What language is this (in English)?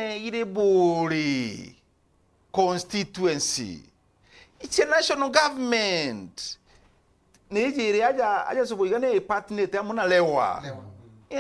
Meru